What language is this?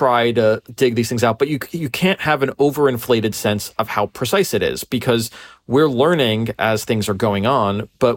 English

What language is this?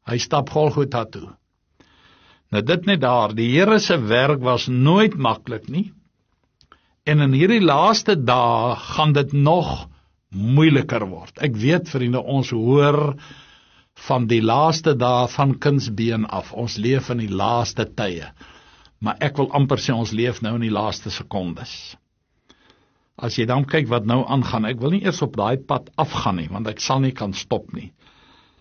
Afrikaans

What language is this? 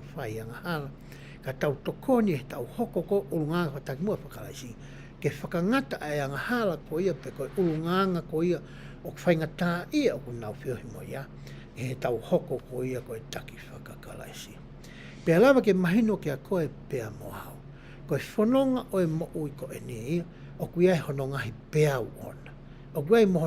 Tongan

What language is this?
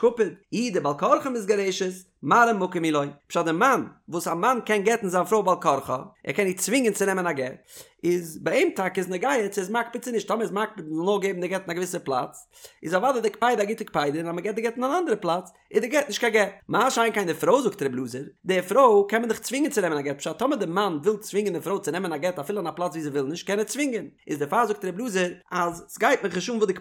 Yiddish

